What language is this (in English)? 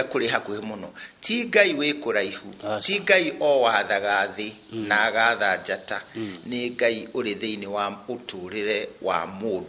Kikuyu